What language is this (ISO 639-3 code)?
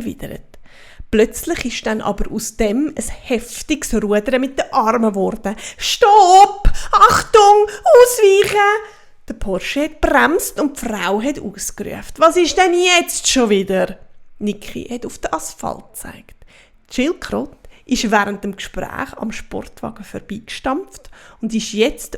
gsw